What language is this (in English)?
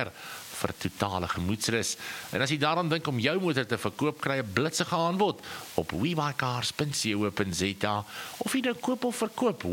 Afrikaans